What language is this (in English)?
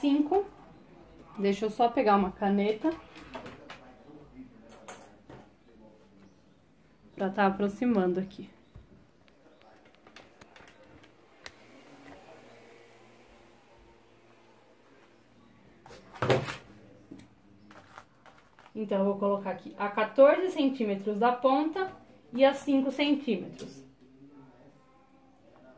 Portuguese